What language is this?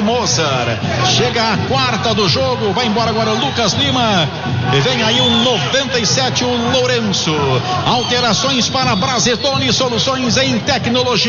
Portuguese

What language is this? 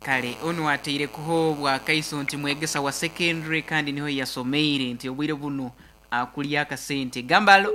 Nyoro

